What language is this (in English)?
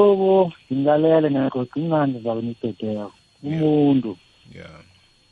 South Ndebele